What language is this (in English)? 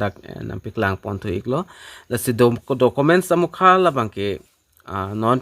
Karbi